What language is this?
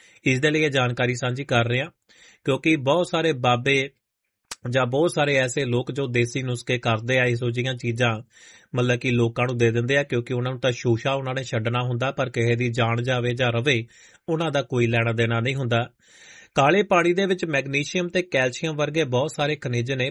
Punjabi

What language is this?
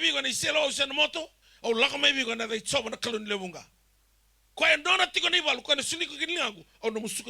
Fijian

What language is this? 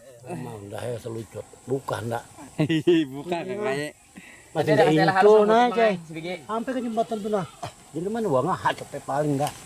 Banjar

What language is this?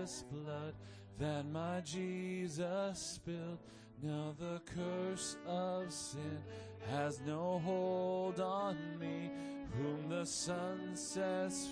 English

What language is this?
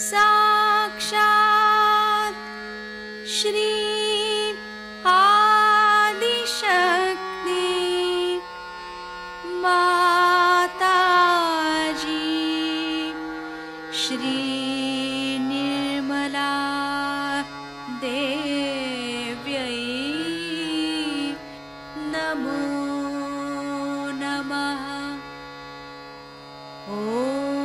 Hindi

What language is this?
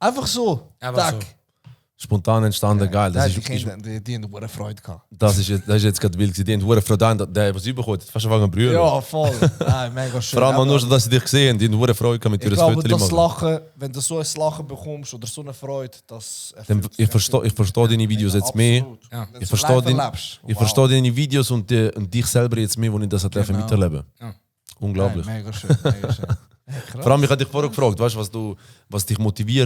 Swiss German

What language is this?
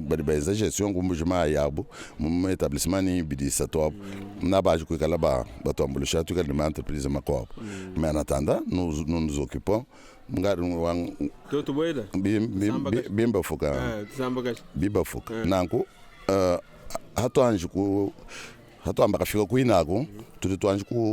Luba-Lulua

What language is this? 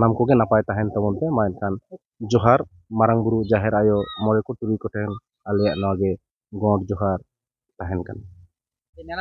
Santali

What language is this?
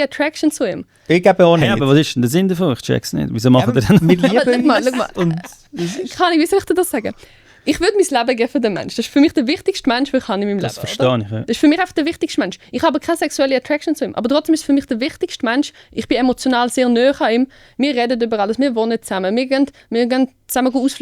Swiss German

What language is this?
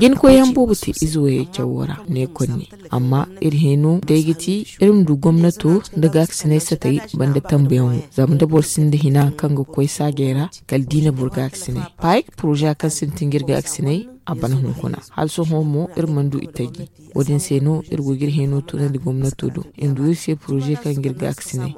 Zarma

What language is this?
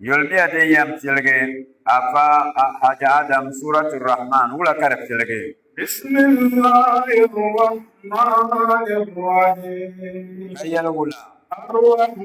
Dagbani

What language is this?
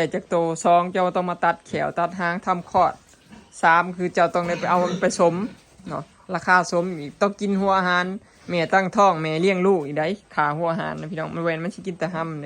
Lao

